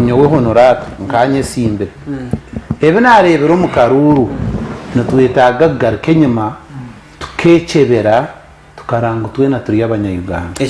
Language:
Nyankole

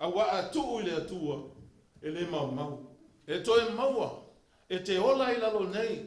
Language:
Samoan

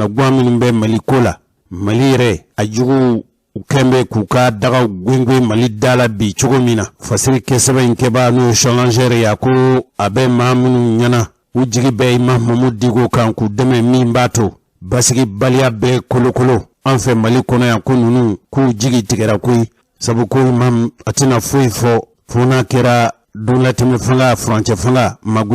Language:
Bambara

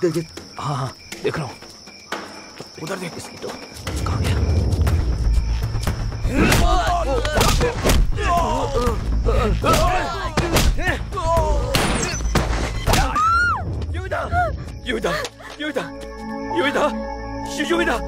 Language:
Hindi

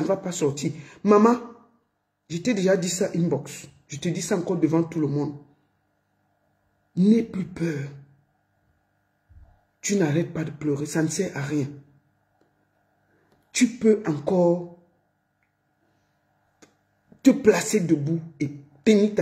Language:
French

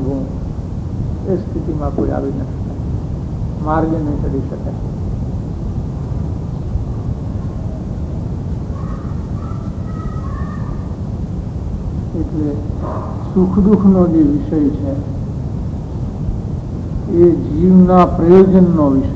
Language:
Gujarati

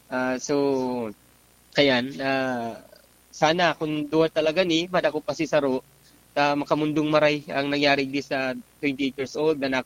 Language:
Bikol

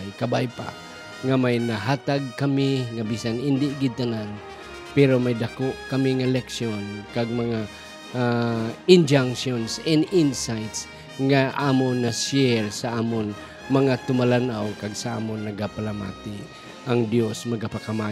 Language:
Hiligaynon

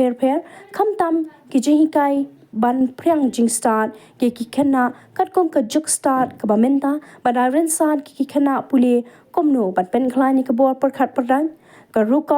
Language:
Khasi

